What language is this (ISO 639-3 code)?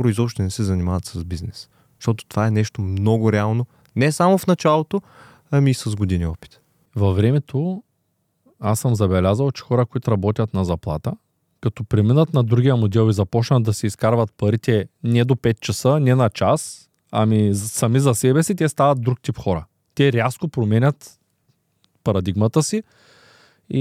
bul